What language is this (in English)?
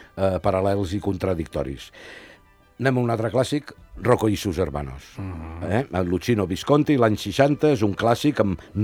Catalan